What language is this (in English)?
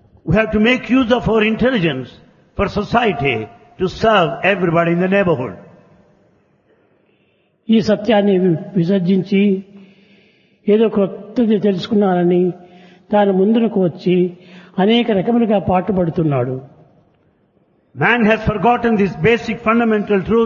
Telugu